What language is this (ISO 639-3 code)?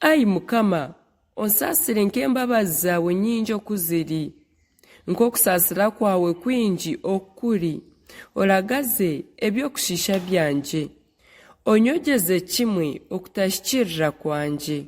nyn